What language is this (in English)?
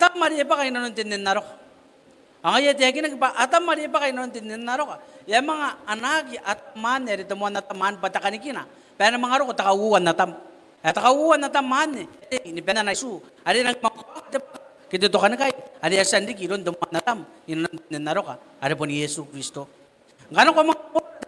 Gilbertese